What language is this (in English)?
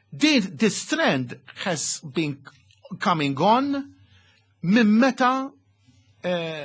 Maltese